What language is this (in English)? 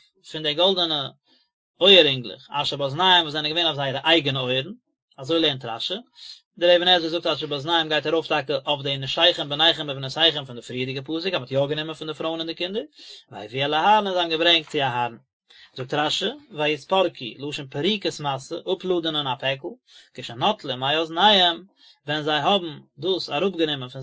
Yiddish